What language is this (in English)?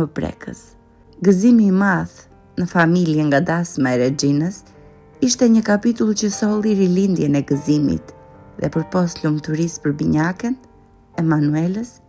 Albanian